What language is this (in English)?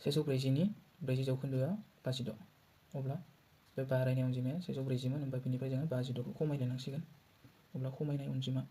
Bodo